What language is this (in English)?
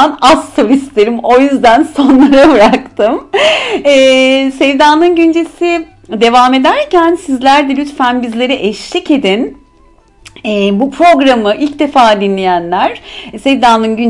Turkish